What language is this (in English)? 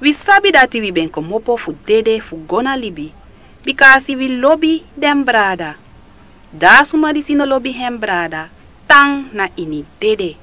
Sranan Tongo